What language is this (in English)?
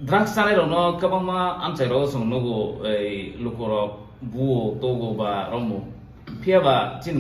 Kok Borok